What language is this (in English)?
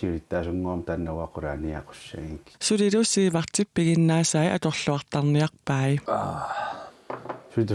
Kalaallisut